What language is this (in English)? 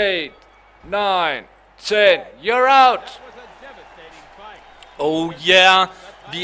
Danish